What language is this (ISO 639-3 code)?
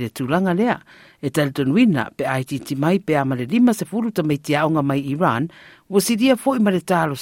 smo